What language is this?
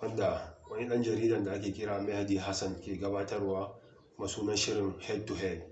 Hausa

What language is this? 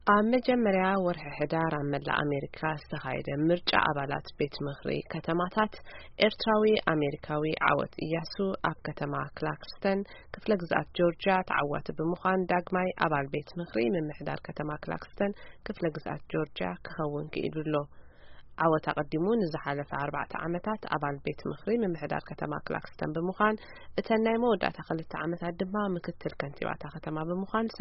Tigrinya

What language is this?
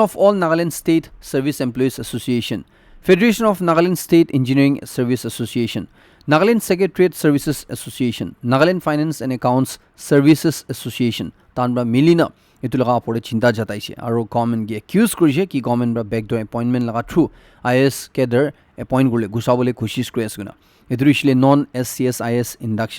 Naga Pidgin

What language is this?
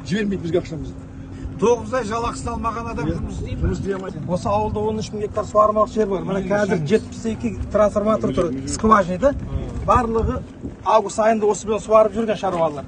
Kazakh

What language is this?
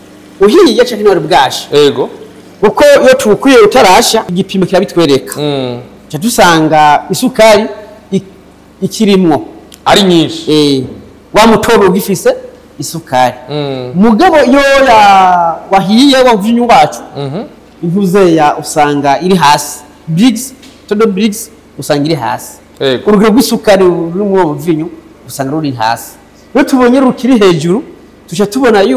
Rundi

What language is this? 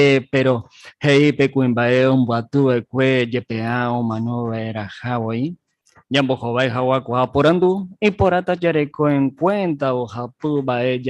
Guarani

